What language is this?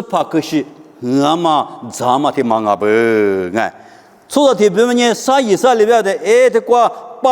Lisu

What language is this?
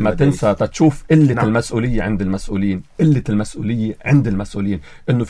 North Levantine Arabic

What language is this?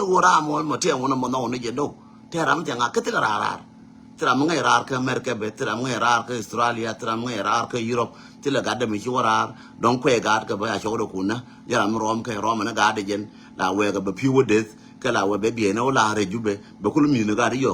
Nuer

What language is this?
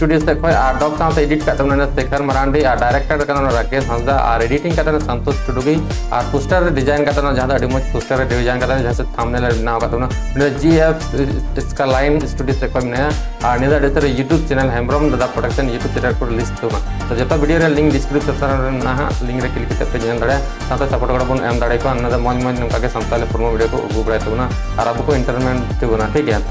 Santali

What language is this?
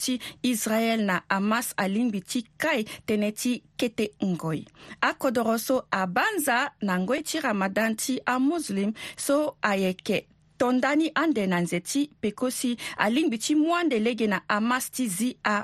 Sango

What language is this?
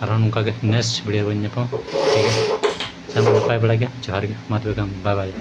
Santali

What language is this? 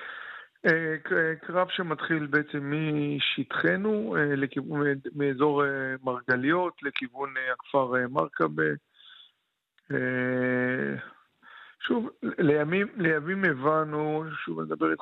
Hebrew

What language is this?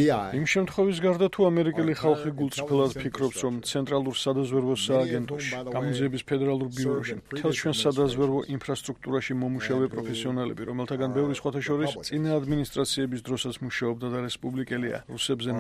Georgian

